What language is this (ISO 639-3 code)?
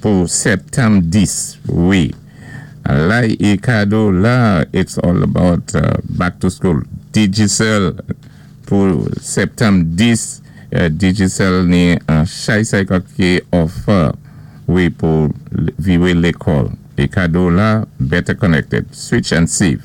acf